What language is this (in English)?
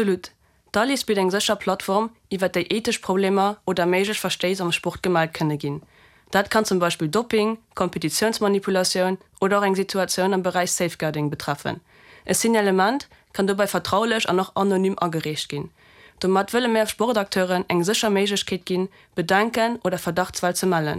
Luxembourgish